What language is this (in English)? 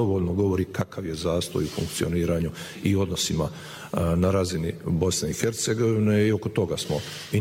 Bosnian